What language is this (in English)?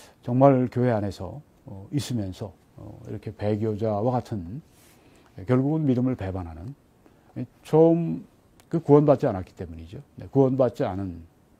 Korean